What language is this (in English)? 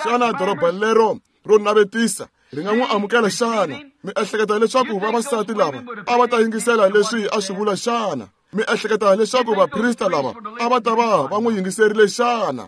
Tsonga